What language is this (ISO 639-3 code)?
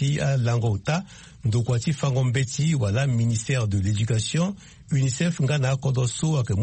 sag